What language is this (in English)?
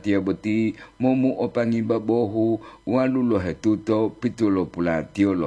Gorontalo